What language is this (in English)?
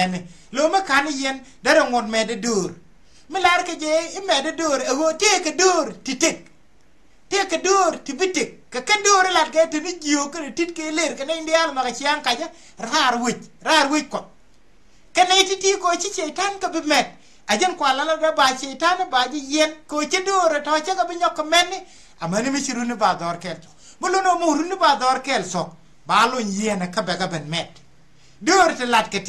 Nuer